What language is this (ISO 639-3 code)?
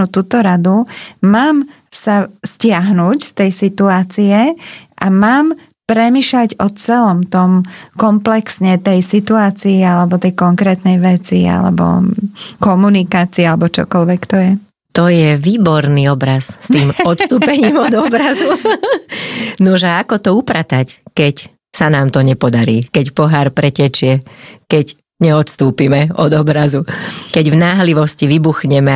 slk